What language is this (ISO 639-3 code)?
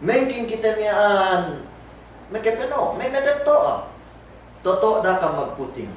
yka